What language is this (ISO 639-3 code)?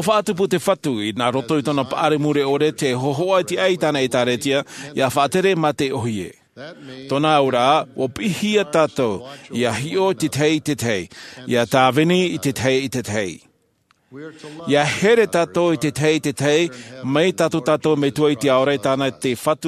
tah